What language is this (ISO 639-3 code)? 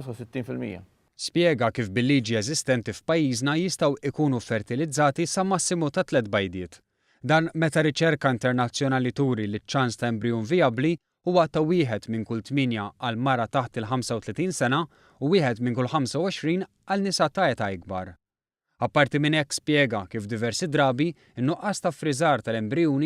mlt